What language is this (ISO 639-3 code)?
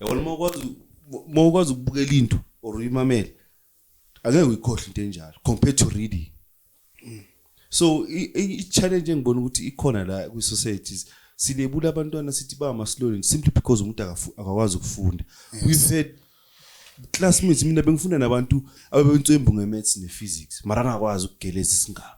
zul